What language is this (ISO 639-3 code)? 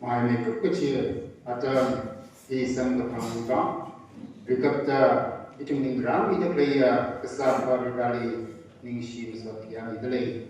nmf